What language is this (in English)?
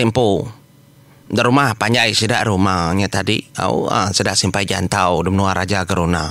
Iban